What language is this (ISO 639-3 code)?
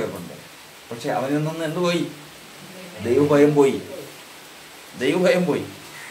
mal